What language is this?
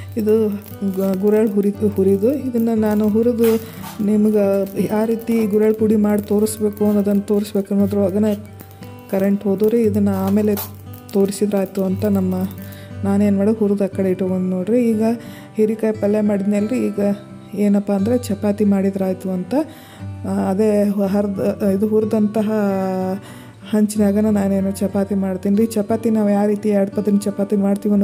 Kannada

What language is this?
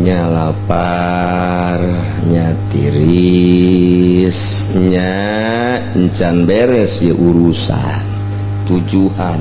Sundanese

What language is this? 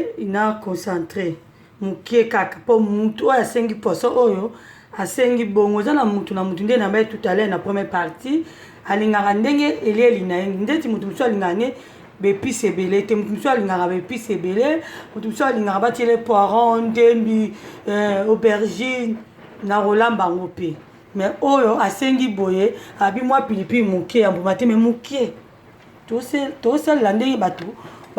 Lingala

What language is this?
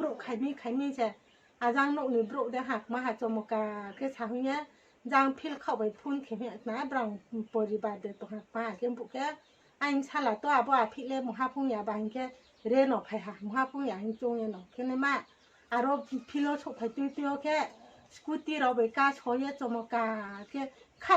Riang (India)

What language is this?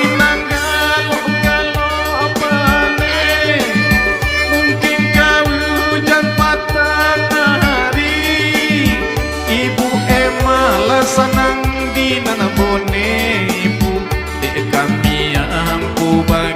Minangkabau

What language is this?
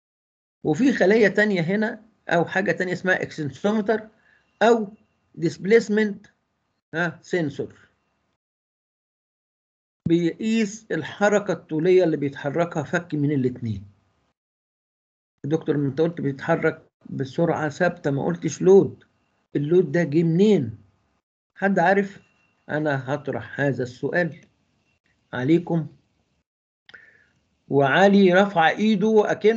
Egyptian Arabic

